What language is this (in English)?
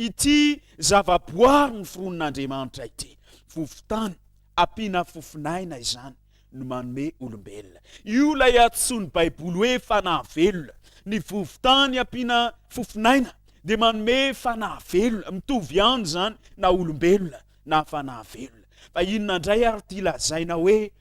Malagasy